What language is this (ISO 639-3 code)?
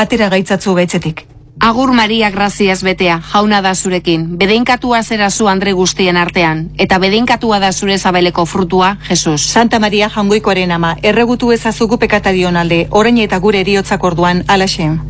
eus